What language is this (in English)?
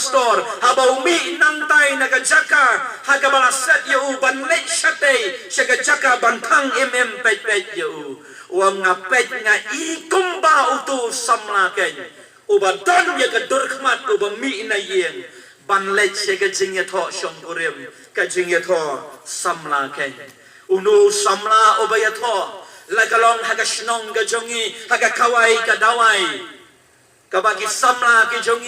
Khasi